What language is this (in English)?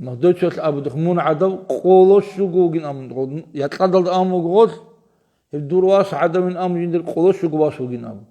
Avaric